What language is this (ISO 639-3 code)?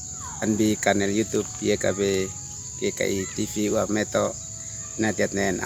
aoz